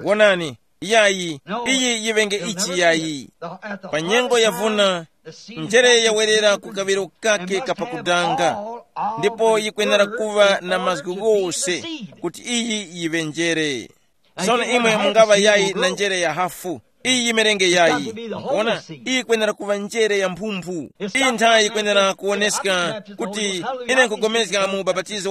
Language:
Tumbuka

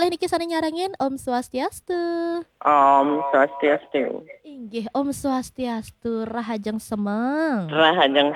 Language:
Balinese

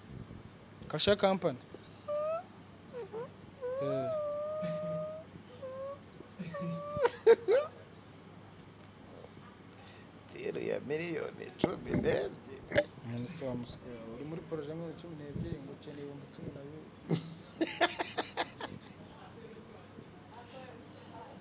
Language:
Kinyarwanda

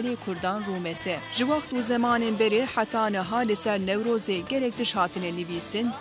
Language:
Kurdish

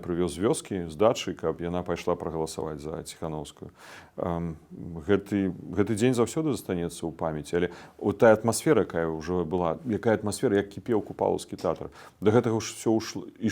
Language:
Belarusian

